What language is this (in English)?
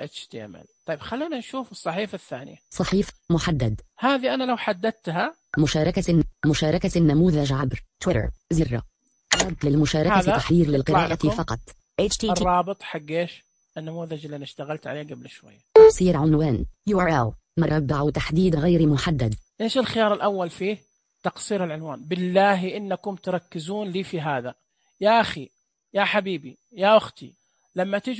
Najdi Arabic